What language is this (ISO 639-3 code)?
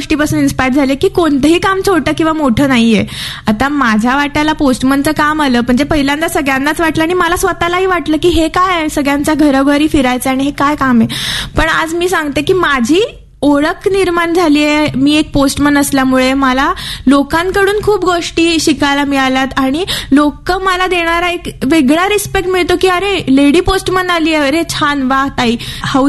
mar